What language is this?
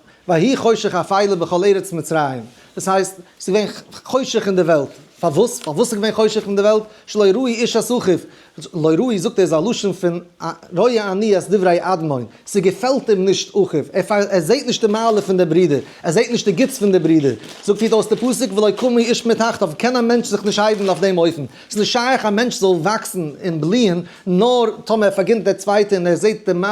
Yiddish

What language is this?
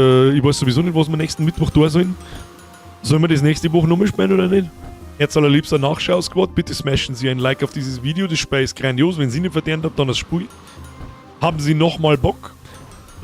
Bavarian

